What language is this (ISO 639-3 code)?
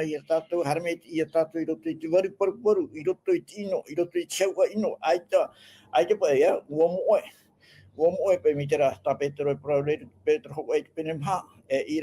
tah